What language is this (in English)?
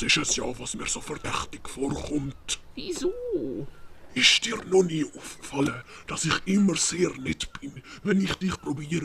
Swiss German